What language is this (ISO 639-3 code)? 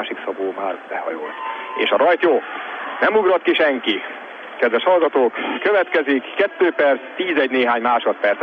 hun